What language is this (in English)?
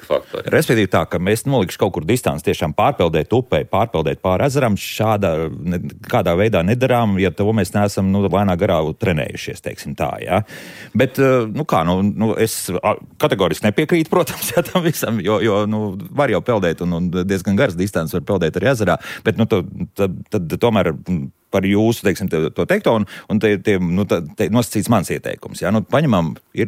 Latvian